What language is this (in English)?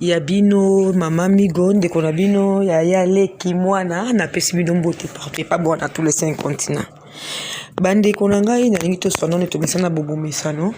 Lingala